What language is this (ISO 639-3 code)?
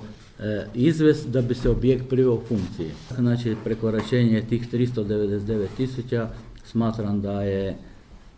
hrv